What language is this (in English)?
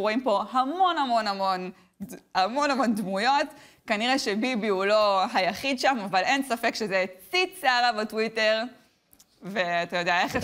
Hebrew